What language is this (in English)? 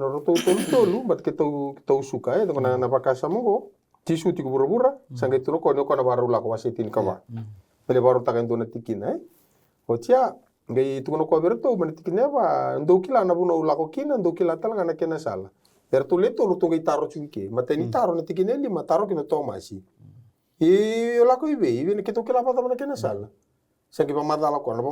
Fijian